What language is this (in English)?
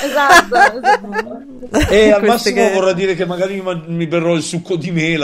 Italian